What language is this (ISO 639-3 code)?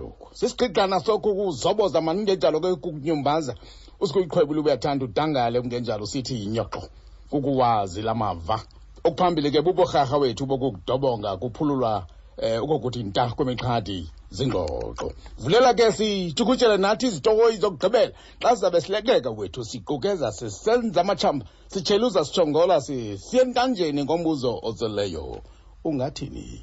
xho